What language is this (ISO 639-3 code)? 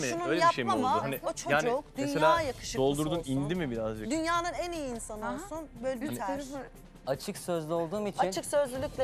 tur